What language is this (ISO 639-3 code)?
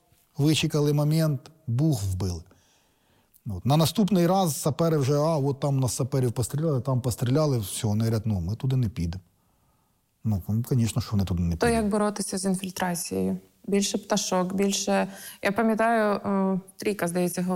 ukr